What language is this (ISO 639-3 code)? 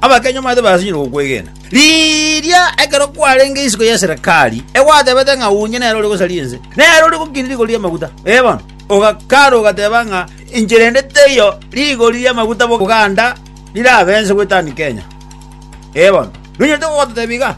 guz